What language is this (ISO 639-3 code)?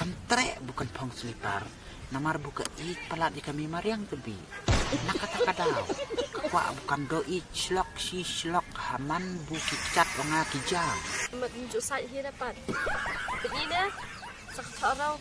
kha